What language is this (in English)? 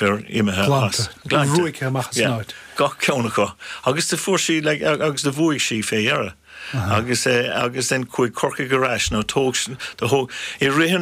Irish